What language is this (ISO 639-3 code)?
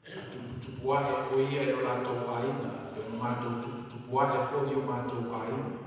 smo